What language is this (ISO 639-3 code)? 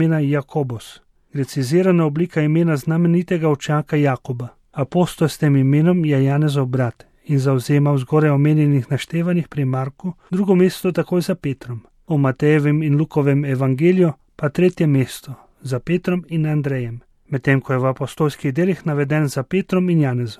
slv